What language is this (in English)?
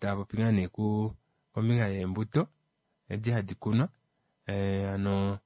Kuanyama